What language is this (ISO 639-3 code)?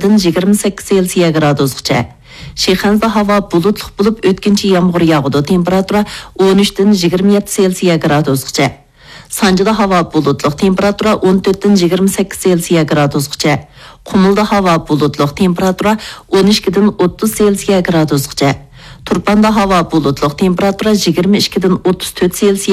uig